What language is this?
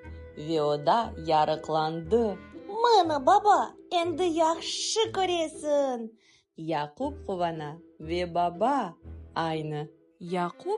Crimean Tatar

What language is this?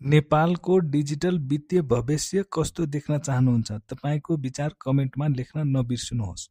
Nepali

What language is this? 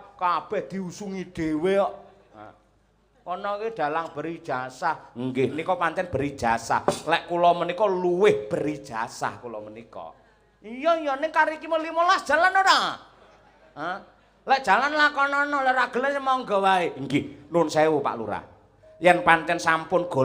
Javanese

